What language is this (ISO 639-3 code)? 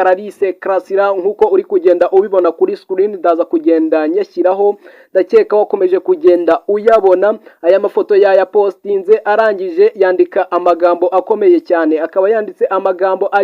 kin